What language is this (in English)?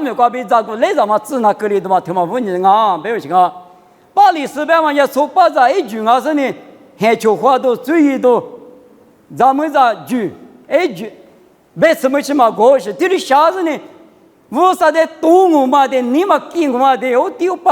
Lisu